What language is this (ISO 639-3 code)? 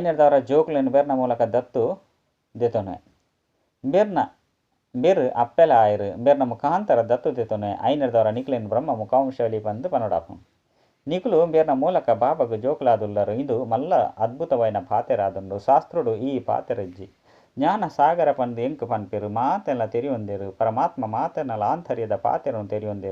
tcy